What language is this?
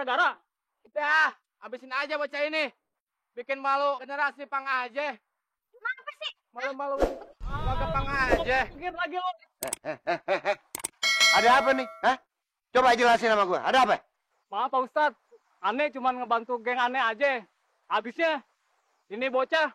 Betawi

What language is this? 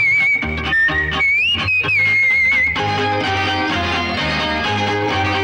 Tamil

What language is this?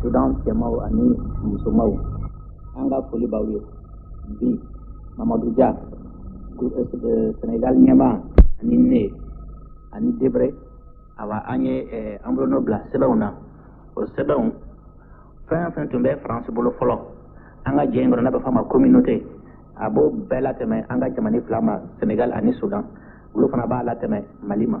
Bambara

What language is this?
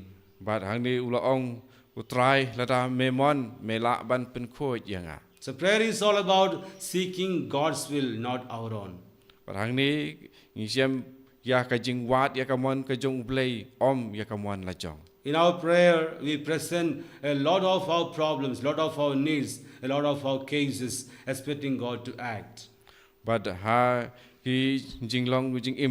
Khasi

